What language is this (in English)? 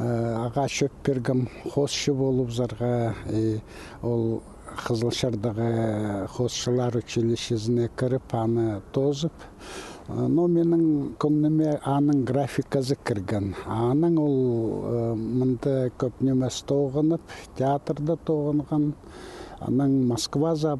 Khakas